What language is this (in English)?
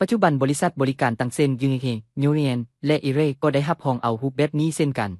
Lao